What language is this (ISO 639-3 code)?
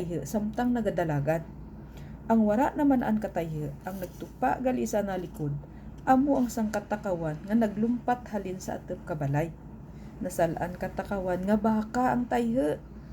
krj